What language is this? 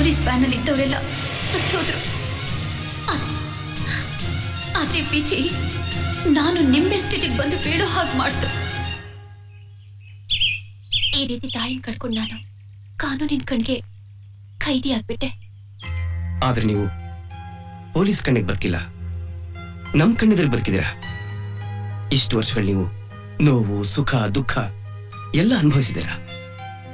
Kannada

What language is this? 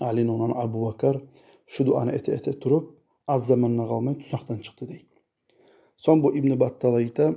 Kumyk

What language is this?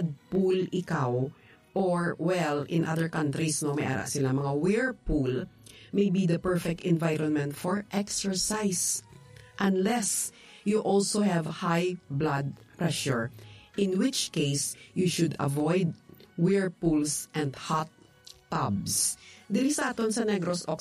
Hiligaynon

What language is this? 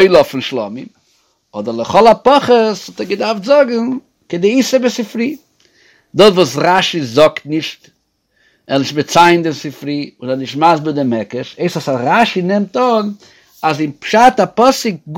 Yiddish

